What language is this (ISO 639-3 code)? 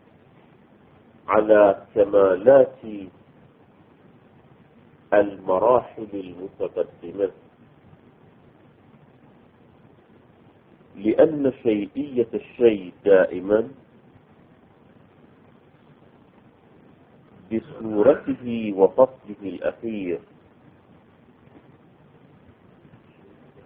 ara